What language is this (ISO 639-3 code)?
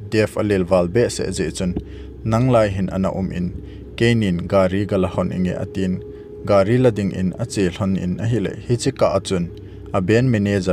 tcz